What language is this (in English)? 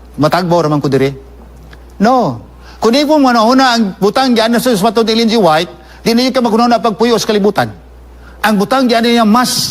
Cebuano